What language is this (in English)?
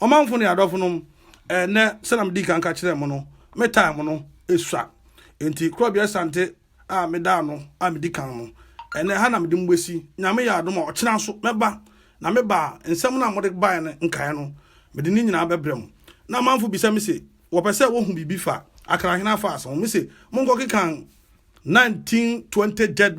Akan